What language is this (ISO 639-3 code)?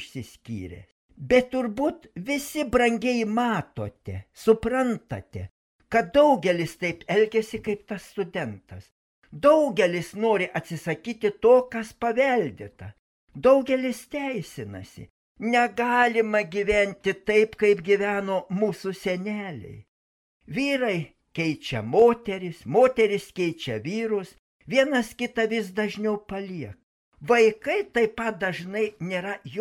lit